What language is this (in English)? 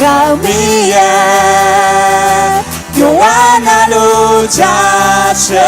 Akha